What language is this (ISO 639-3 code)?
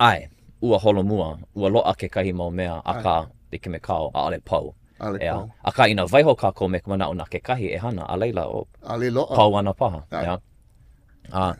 haw